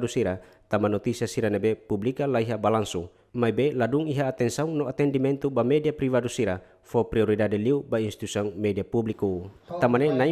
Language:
Tetum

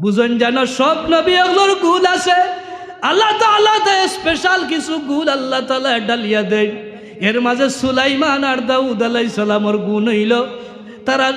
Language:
Sylheti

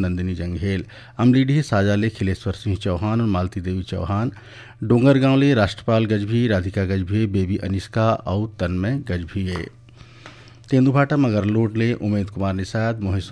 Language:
Chhattisgarhi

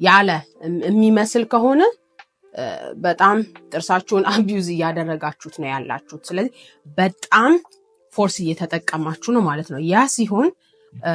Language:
Amharic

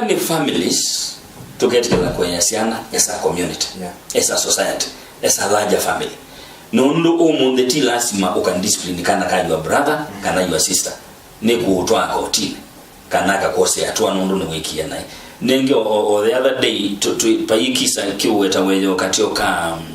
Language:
Kamba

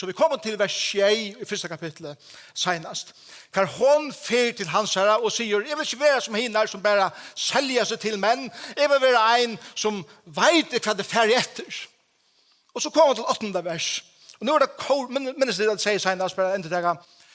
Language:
Faroese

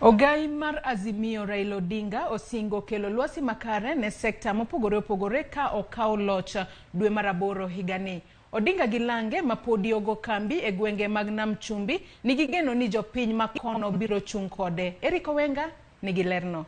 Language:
Luo (Kenya and Tanzania)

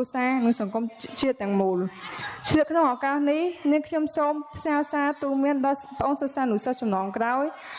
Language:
Khmer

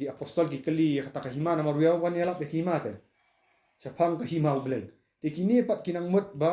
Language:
Khasi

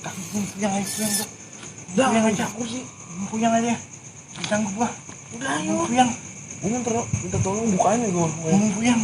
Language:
Betawi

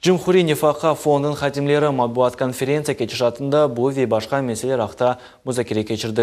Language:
Crimean Tatar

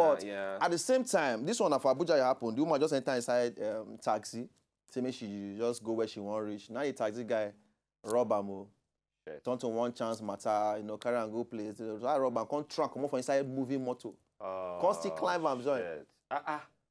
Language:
Nigerian Pidgin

